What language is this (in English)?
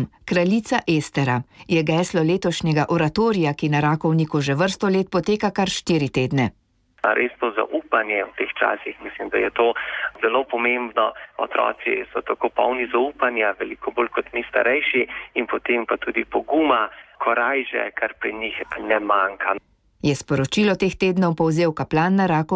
Slovenian